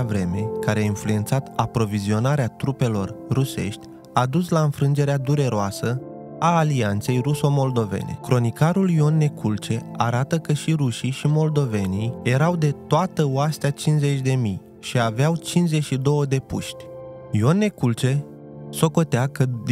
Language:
Romanian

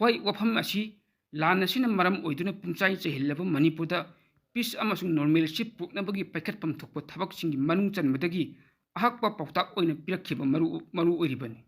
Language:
Manipuri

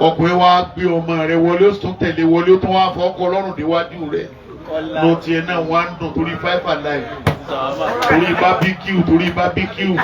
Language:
Yoruba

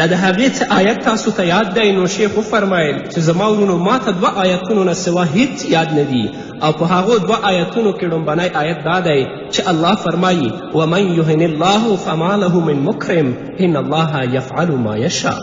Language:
Pashto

